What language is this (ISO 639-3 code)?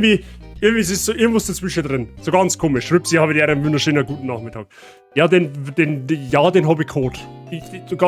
bar